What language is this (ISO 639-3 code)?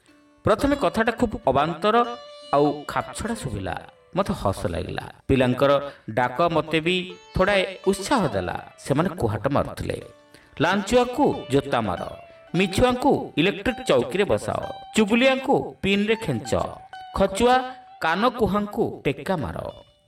ori